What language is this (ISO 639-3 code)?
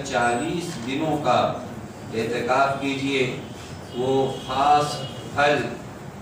urd